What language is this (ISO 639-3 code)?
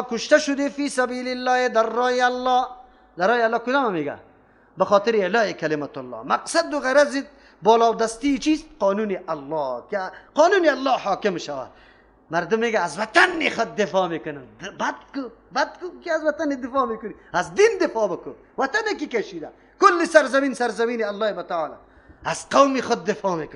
fas